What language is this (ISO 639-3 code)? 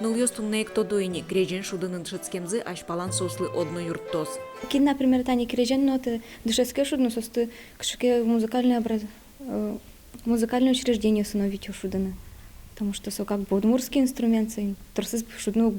udm